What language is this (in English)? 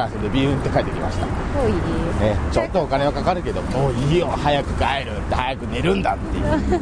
Japanese